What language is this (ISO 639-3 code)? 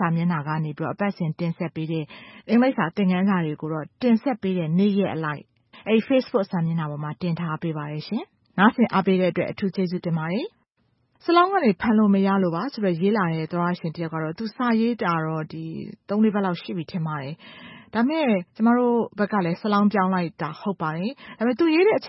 mya